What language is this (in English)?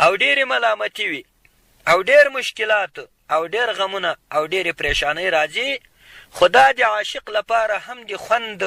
Pashto